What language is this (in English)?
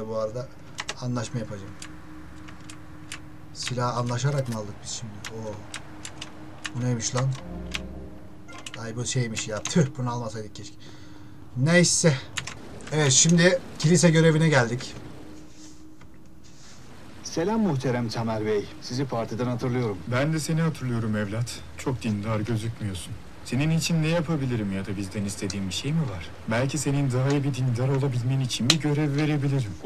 Turkish